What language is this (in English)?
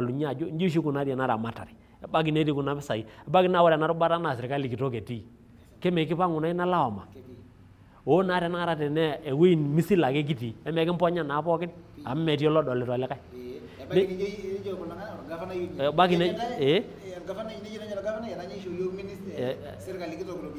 Masai